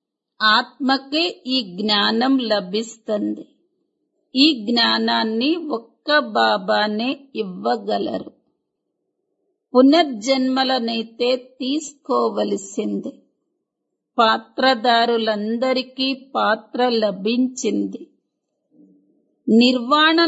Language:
Telugu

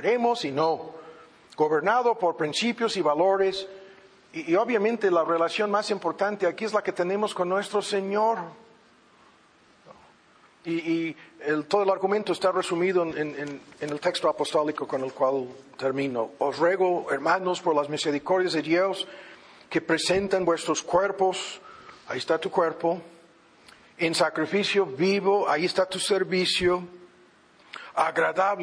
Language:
Spanish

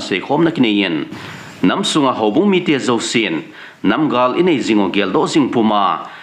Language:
Thado Chin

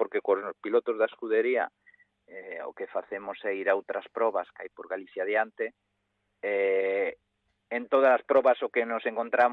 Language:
Galician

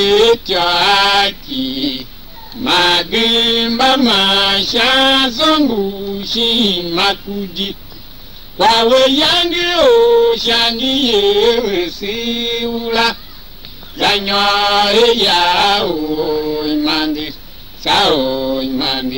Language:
Tiv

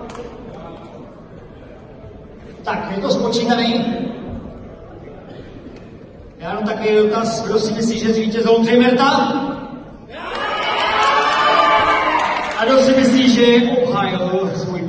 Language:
Czech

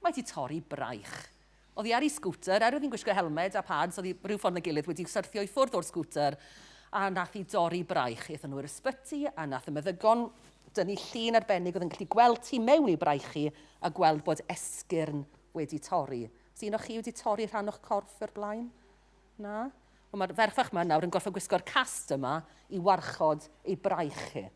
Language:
Welsh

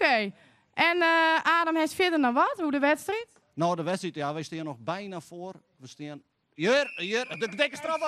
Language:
Western Frisian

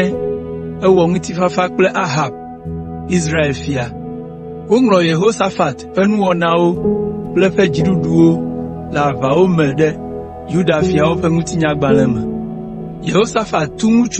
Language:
Ewe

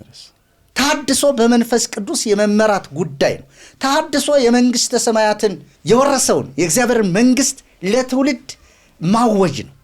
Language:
Amharic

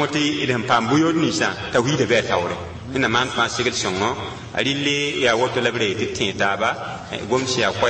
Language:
Mossi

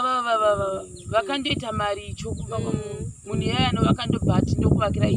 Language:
Shona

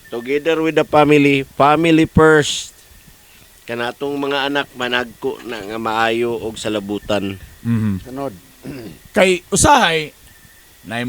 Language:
Cebuano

